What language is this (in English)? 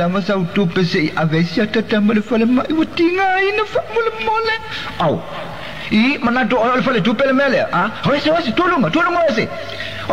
Samoan